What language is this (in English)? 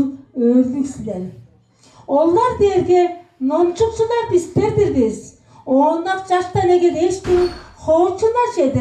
Tuvinian